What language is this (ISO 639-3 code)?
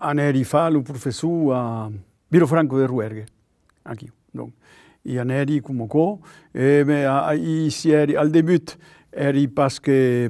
oci